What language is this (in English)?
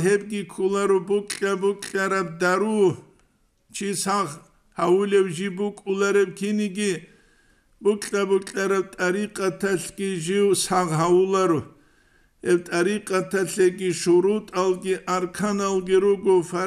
Avaric